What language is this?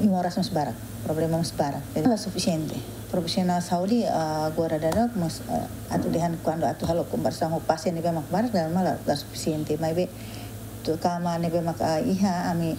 Tetum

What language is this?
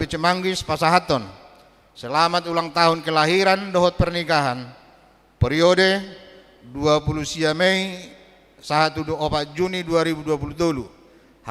Batak Toba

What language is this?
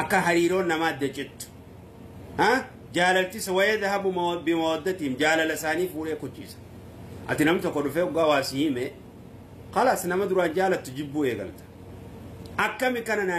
Oromo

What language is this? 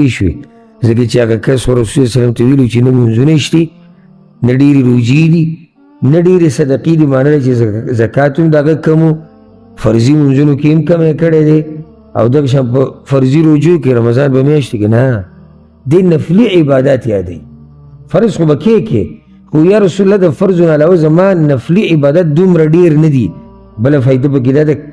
Pashto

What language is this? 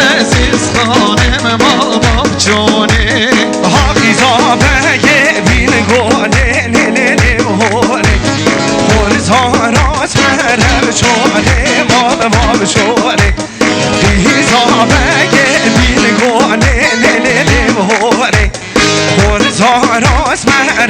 Kurdish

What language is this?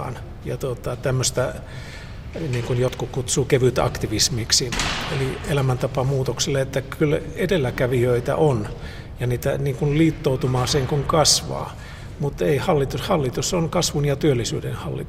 Finnish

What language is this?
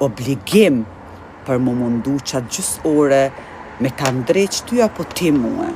Albanian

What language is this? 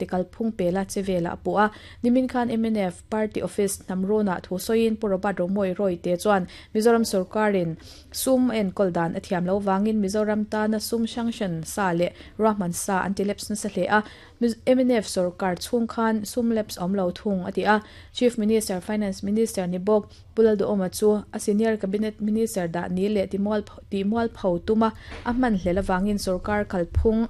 Mizo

